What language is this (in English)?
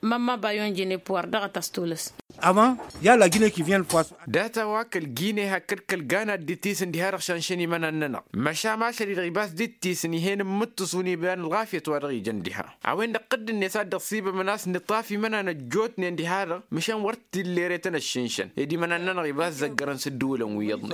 Tamasheq